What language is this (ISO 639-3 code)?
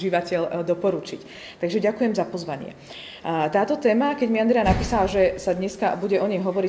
slk